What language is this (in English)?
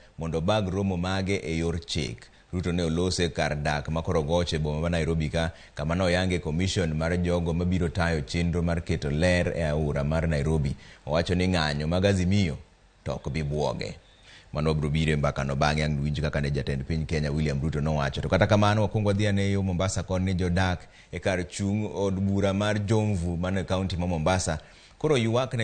Luo (Kenya and Tanzania)